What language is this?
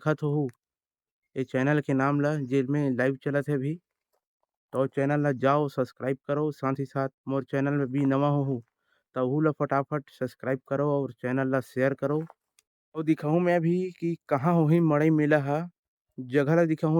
Chhattisgarhi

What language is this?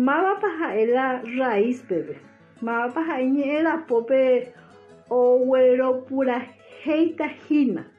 Guarani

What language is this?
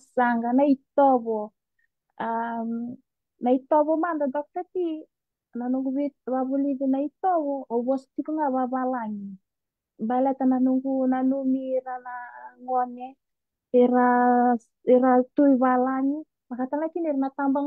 Fijian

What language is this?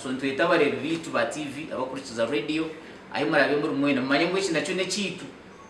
Nyankole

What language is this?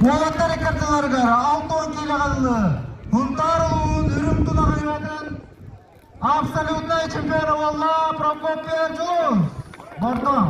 Yakut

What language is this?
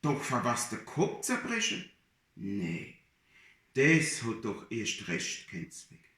Palatine German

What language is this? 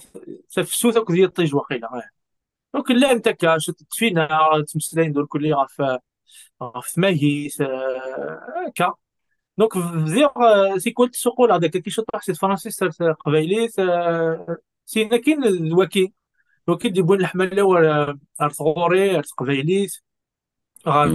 Kabyle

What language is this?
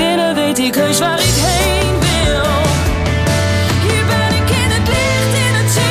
Dutch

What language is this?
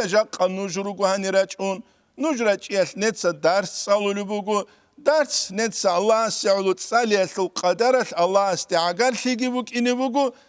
Avaric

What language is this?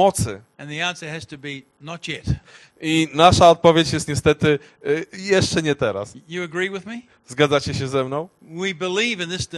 Polish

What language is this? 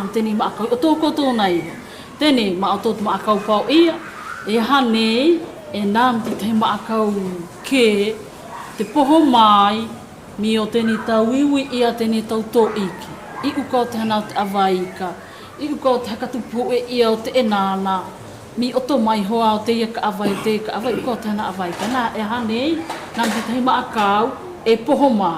South Marquesan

